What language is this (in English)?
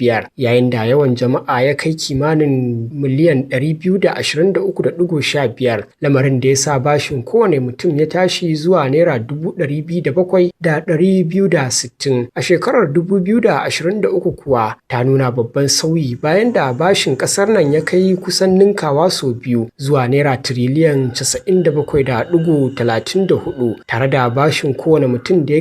Hausa